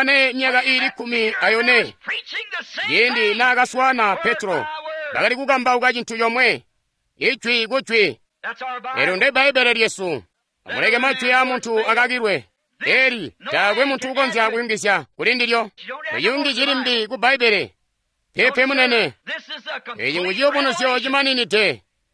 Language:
Tonga (Zambia)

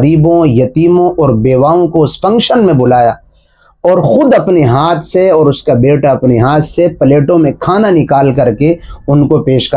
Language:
Urdu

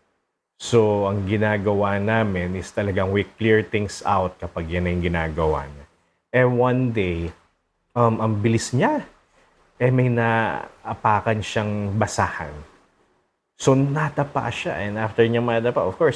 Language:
Filipino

